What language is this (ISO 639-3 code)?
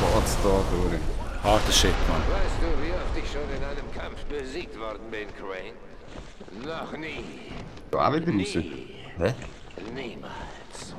gsw